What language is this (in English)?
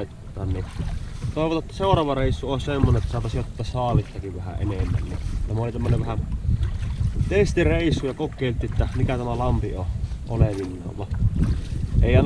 Finnish